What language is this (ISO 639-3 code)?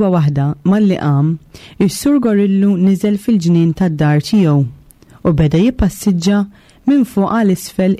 mlt